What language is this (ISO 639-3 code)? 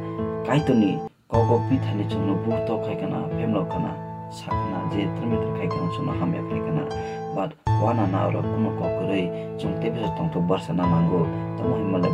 trp